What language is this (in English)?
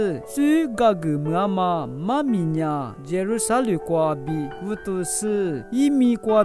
Lisu